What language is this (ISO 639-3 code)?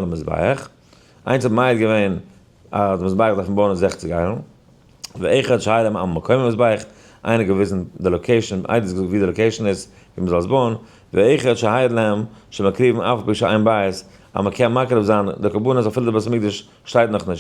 yid